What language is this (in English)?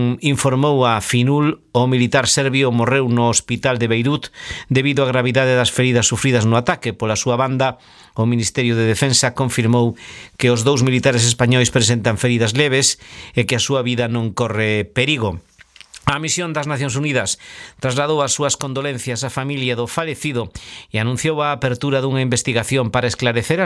Galician